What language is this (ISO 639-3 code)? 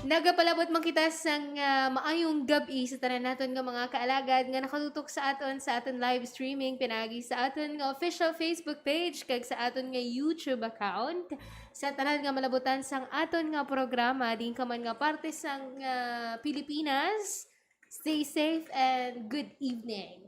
hil